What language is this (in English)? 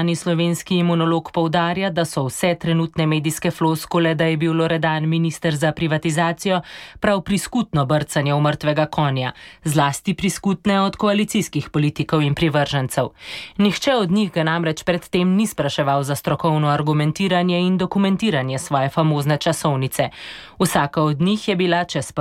Slovenian